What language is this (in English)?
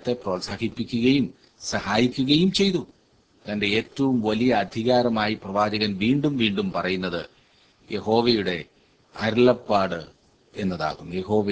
Malayalam